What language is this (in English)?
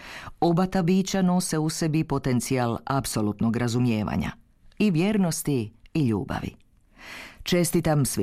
Croatian